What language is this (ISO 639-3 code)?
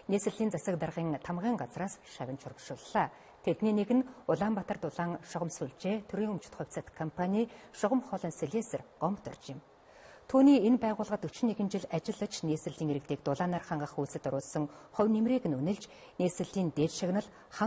mon